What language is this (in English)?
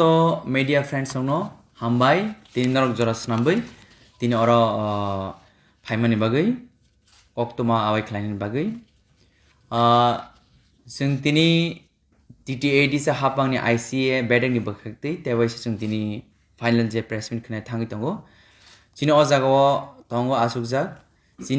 Kok Borok